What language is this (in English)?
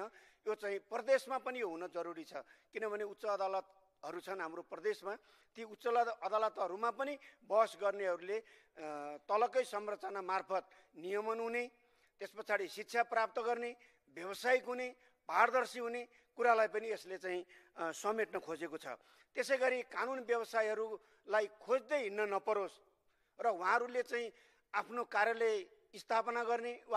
Nepali